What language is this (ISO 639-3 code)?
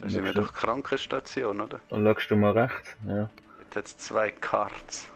gsw